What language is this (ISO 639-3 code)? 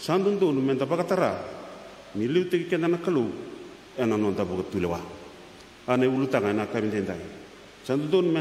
fij